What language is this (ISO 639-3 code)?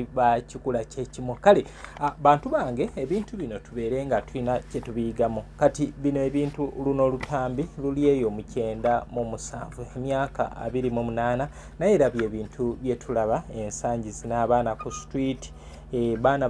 lug